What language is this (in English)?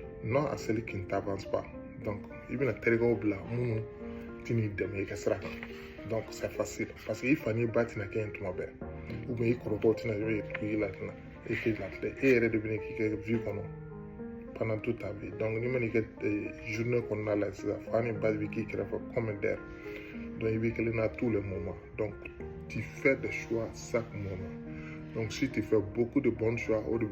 Bambara